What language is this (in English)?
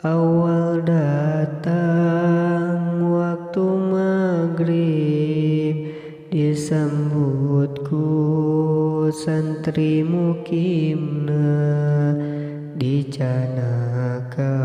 Sundanese